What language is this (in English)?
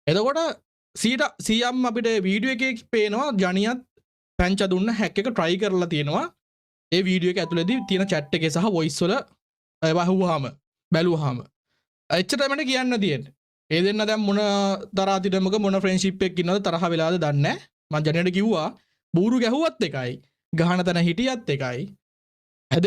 Sinhala